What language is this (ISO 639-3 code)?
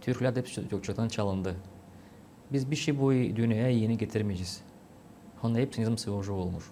gag